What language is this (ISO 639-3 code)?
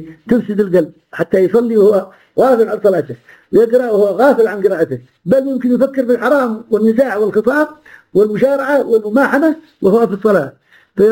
ara